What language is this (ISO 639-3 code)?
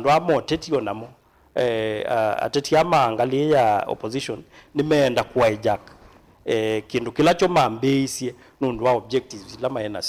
kam